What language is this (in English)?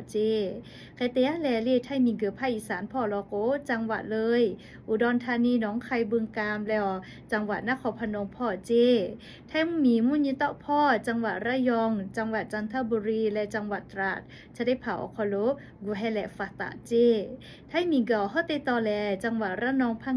Lahu